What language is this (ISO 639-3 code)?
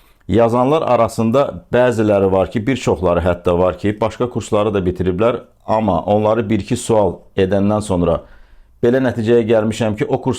aze